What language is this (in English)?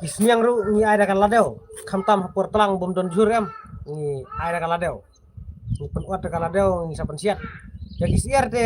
Khasi